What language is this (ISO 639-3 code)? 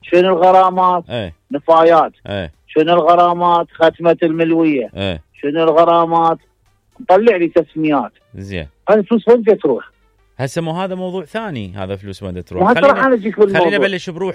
acm